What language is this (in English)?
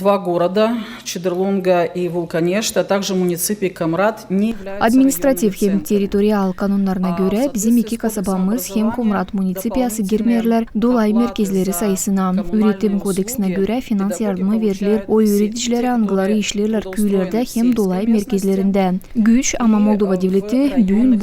Gagauz